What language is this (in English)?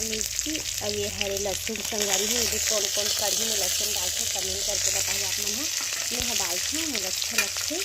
Chhattisgarhi